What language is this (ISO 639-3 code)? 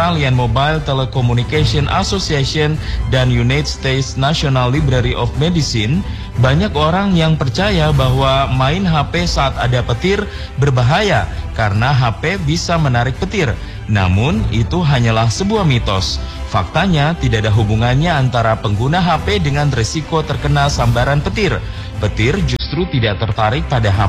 ind